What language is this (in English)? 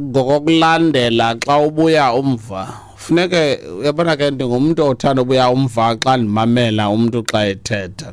Xhosa